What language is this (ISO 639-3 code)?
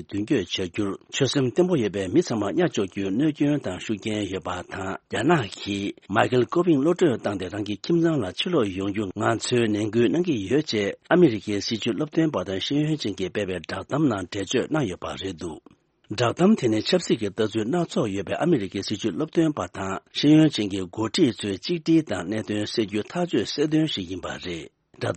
bod